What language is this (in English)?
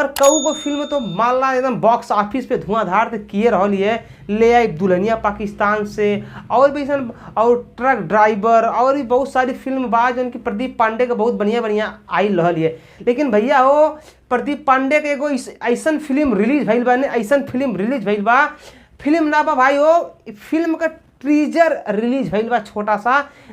Bhojpuri